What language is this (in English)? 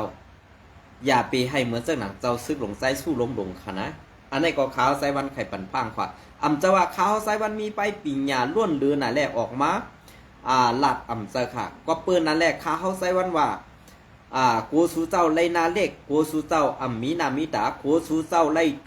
Shan